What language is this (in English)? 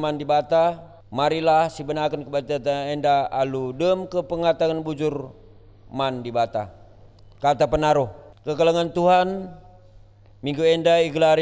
Batak Karo